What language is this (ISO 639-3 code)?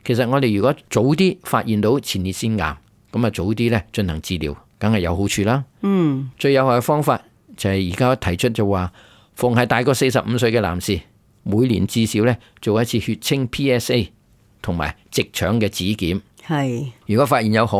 yue